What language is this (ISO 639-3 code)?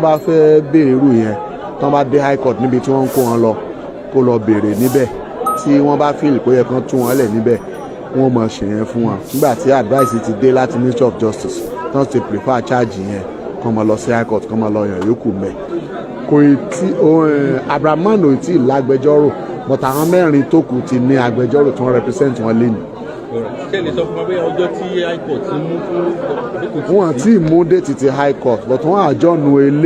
yor